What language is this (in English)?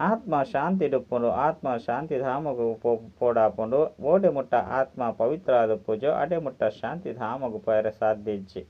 Tulu